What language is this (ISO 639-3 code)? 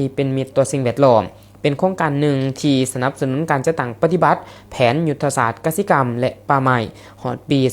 lao